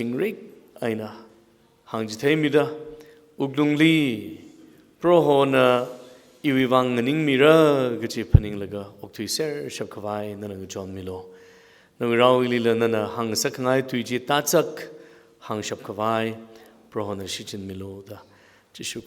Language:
Tangkhul Naga (India)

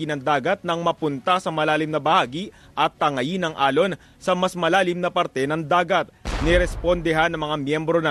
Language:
Filipino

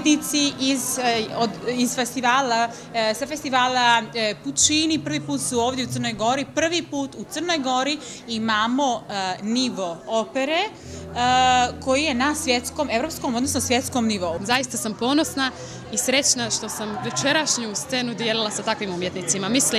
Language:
Croatian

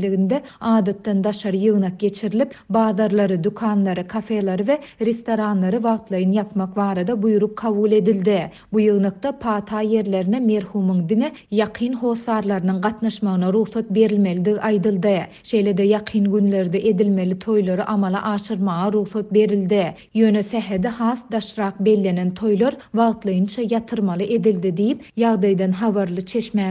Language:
Turkmen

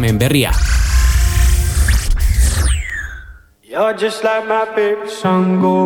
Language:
Basque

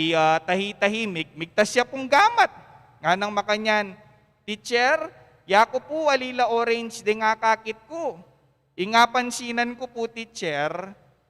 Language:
Pampanga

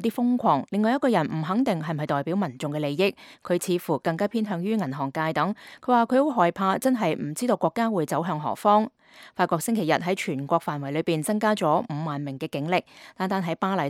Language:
Cantonese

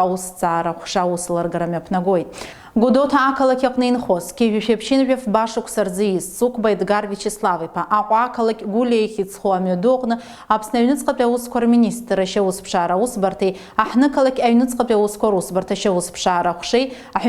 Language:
Abkhazian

